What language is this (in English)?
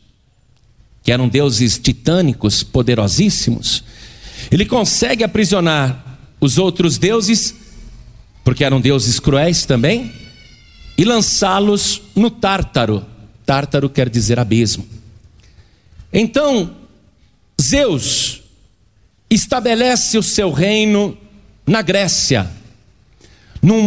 Portuguese